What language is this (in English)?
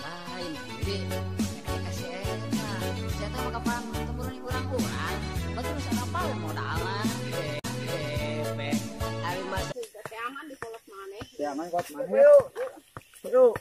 Sundanese